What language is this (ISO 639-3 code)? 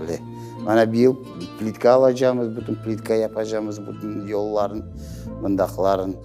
crh